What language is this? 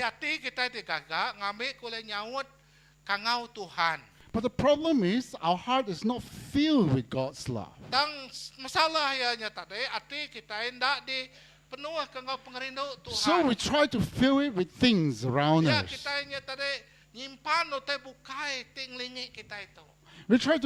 Iban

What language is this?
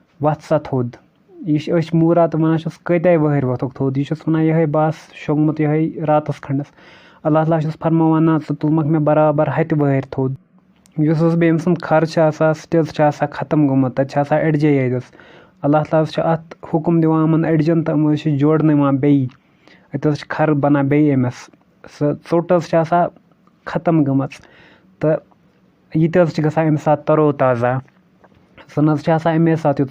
Kashmiri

